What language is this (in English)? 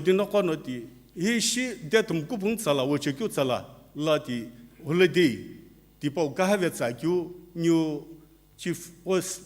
Sumi Naga